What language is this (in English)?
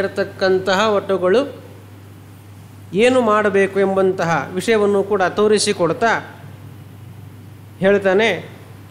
Kannada